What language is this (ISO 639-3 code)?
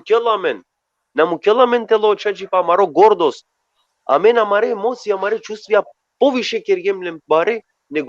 rmn